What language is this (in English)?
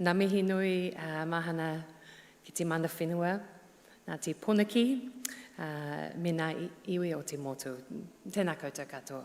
Māori